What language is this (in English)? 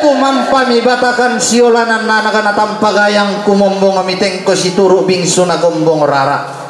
Toraja-Sa'dan